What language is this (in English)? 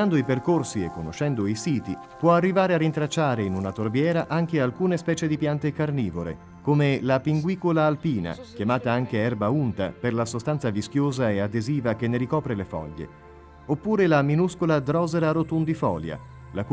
Italian